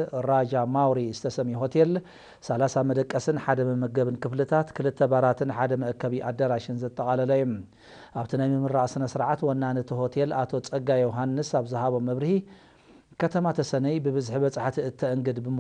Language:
Tigrinya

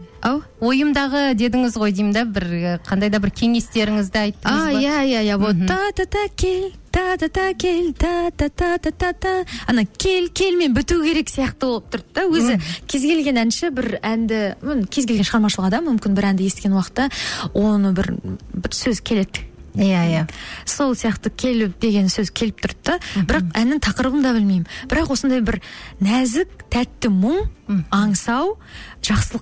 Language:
Kazakh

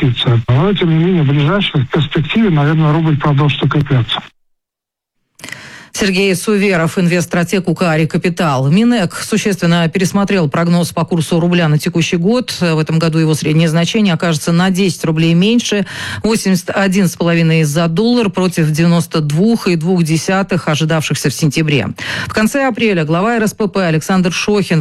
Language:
Russian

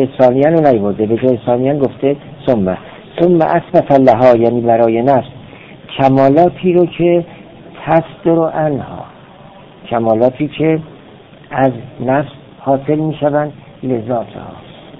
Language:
Persian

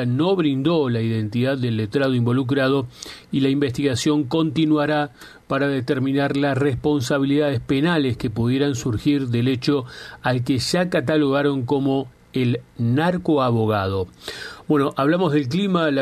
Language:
Spanish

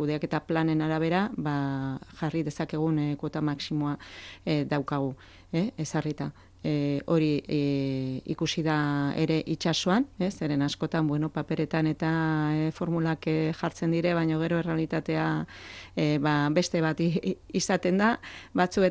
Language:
Basque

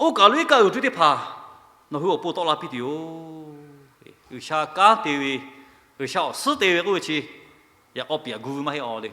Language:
Lahu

